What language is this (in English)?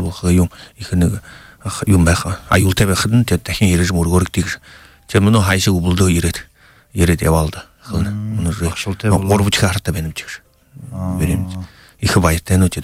Buriat